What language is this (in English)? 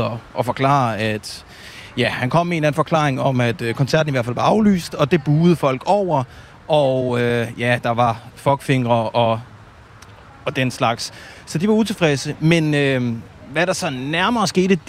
Danish